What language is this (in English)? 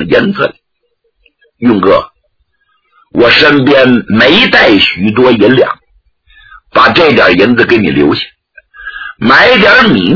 Chinese